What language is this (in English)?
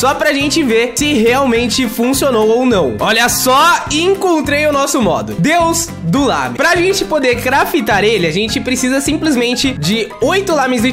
Portuguese